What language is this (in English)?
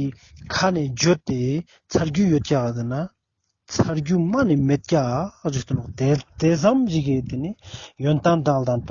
Ladakhi